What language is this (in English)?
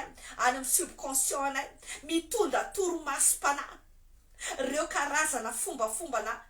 Malagasy